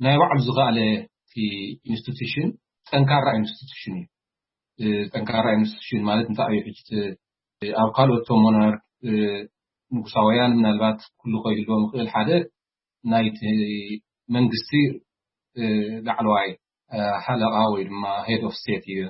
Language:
Tigrinya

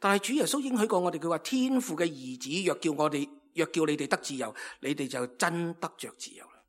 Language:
Cantonese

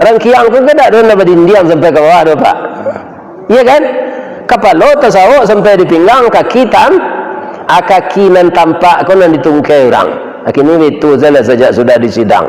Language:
Minangkabau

